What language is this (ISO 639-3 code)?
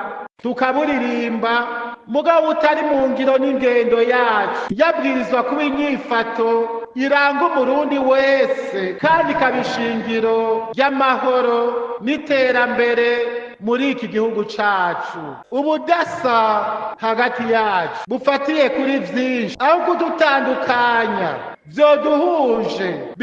run